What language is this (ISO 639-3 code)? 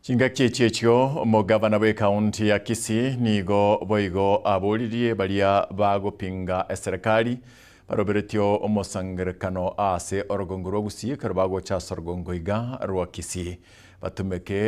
guz